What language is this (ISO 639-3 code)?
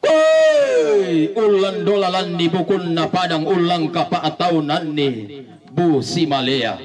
sda